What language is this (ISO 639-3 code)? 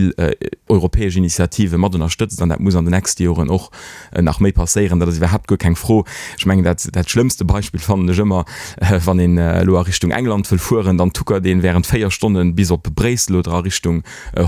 ltz